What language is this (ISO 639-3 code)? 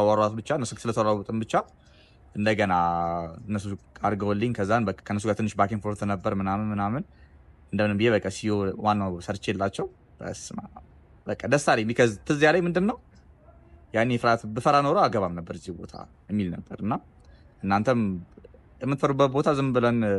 amh